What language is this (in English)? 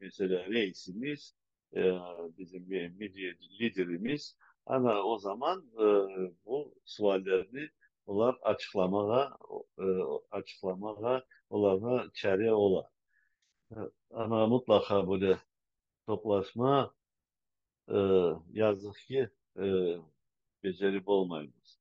Crimean Tatar